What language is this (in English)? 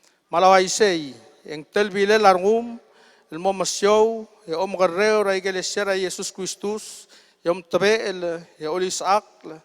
Palauan